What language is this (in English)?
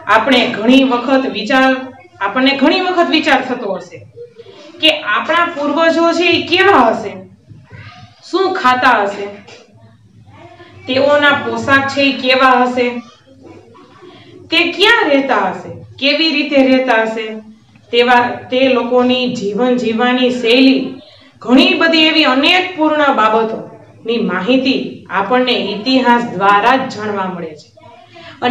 Gujarati